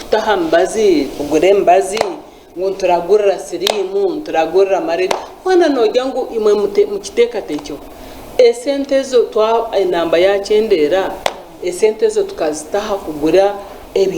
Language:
Nyankole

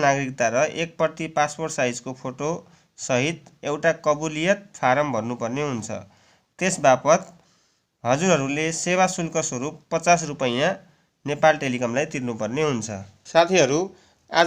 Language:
Nepali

